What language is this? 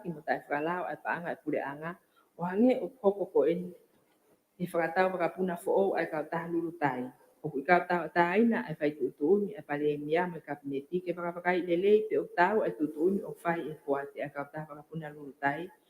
Tongan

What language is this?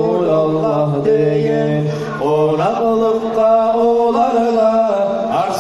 Kumyk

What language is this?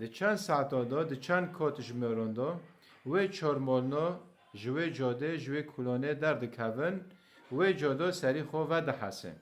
Kurdish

